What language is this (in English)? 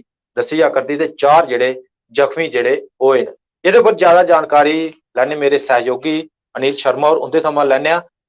Dogri